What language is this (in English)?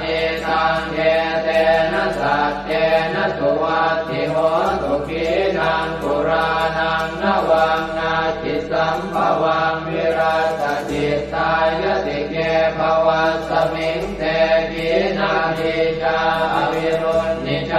Pali